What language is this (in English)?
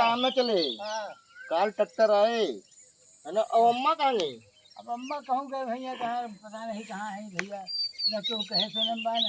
Awadhi